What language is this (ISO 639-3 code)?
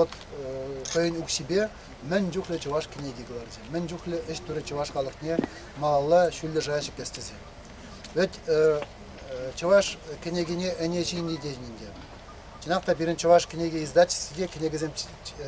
chv